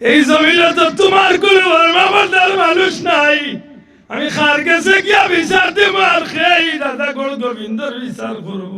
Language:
Sylheti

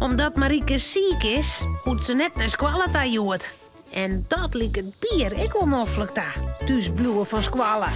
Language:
Western Frisian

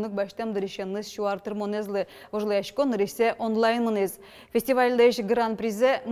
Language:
Udmurt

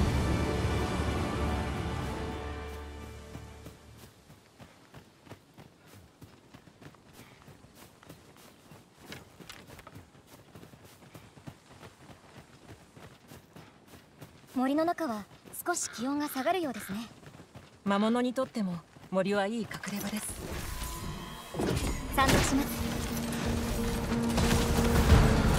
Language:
Japanese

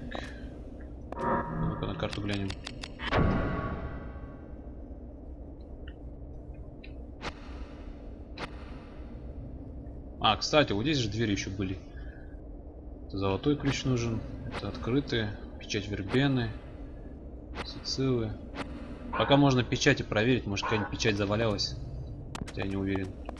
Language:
Russian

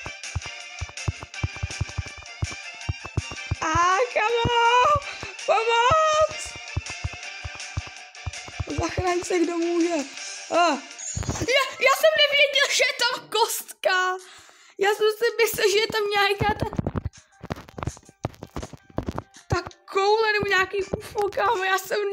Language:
Czech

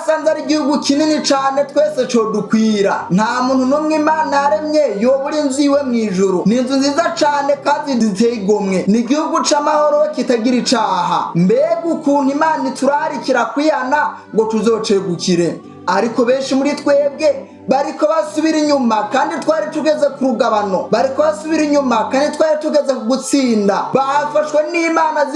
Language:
Rundi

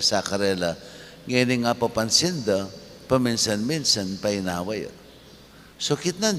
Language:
Pampanga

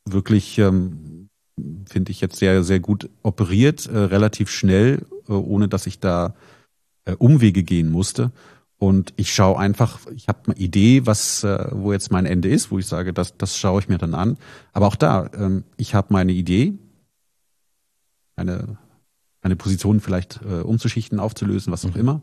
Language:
German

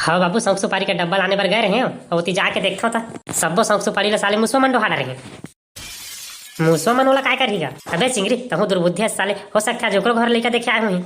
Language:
Chhattisgarhi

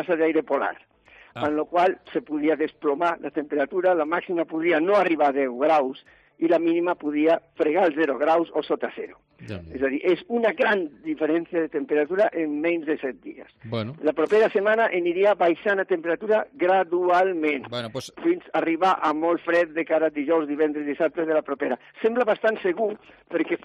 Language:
Catalan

